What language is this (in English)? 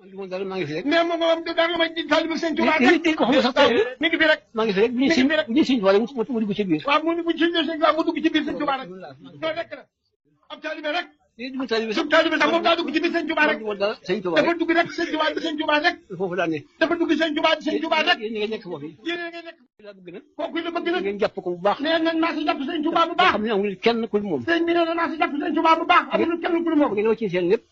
Wolof